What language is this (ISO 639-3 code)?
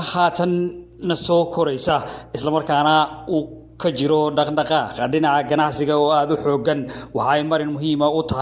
som